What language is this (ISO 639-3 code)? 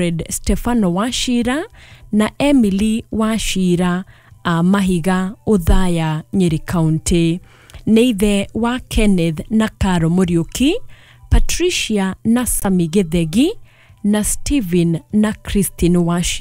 kik